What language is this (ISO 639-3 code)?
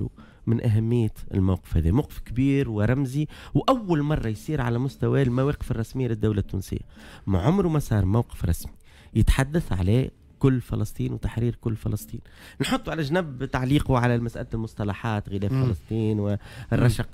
aeb